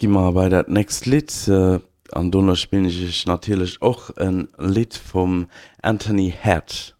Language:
Luxembourgish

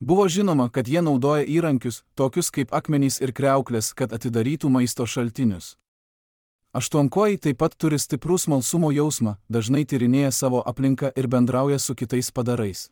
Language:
Lithuanian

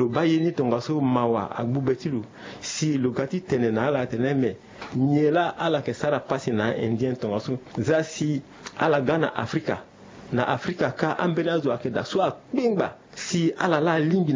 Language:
Sango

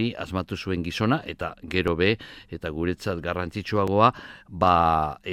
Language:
Basque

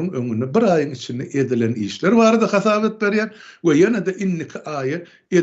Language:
Turkmen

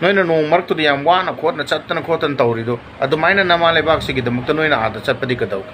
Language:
Manipuri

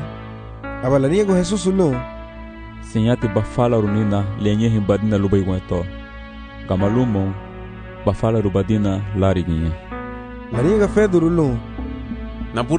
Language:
Garifuna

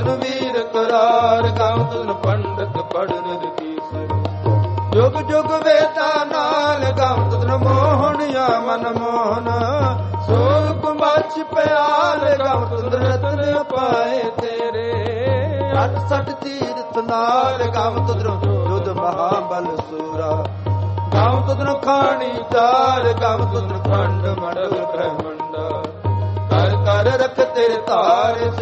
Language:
Punjabi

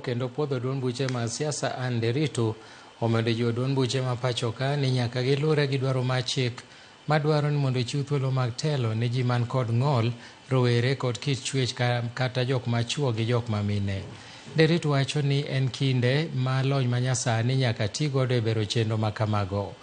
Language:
Luo (Kenya and Tanzania)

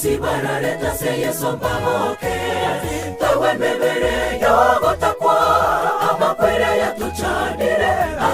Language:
Gusii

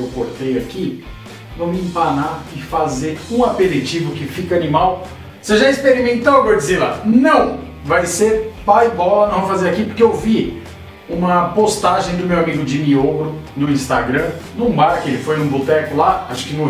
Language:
Portuguese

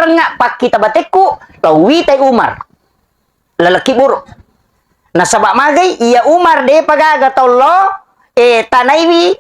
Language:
Buginese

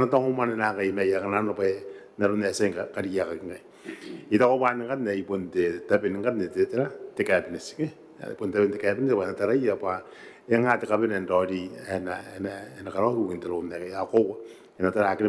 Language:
Gilbertese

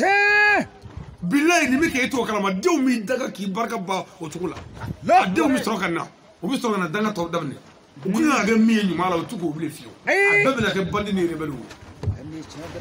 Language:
Shona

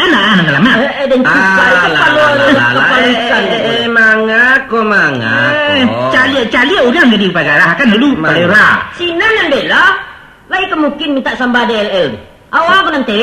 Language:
Minangkabau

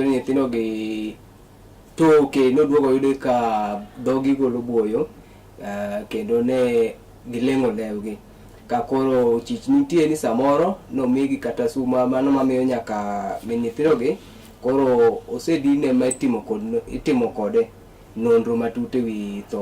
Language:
Luo (Kenya and Tanzania)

